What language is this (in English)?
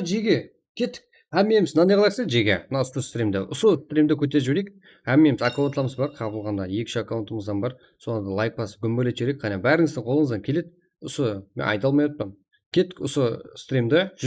Kara-Kalpak